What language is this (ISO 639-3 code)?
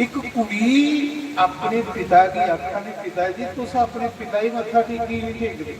doi